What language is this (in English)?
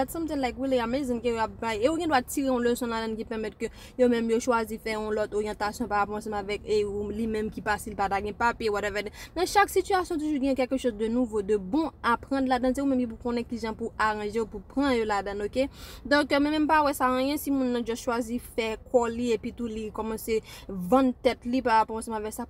Haitian Creole